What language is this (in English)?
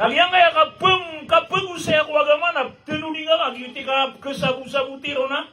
Maranao